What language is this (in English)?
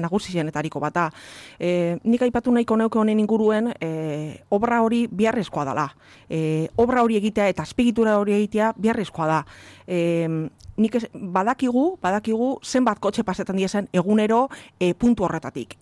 Basque